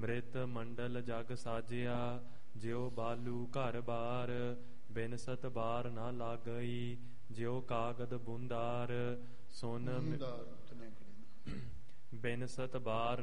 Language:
Punjabi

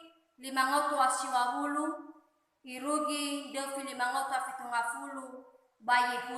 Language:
Nias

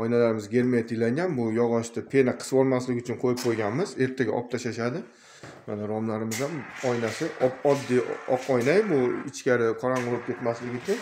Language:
Uzbek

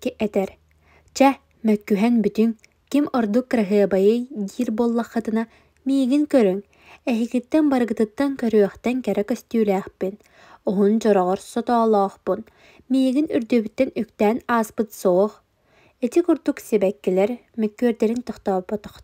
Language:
Yakut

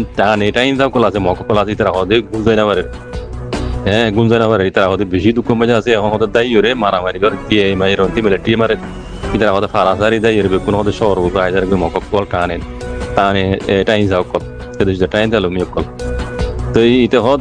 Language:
Rohingya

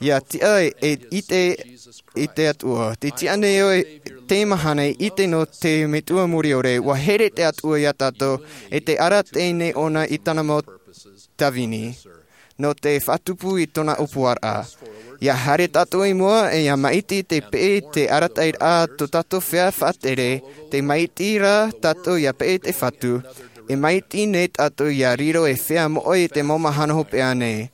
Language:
Tahitian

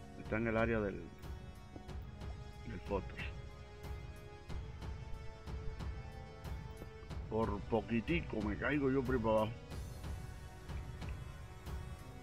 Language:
Spanish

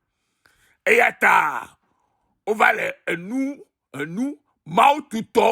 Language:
Ewe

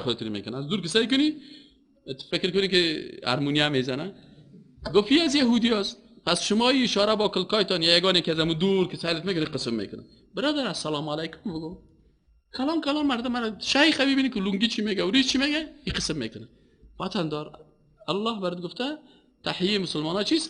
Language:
Persian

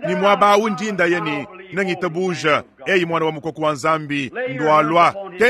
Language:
Luba-Lulua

